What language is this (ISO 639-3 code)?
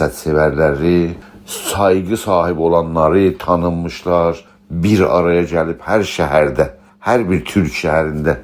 azb